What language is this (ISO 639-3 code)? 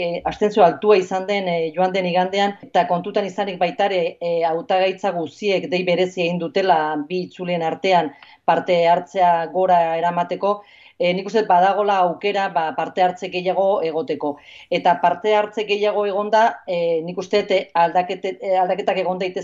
eus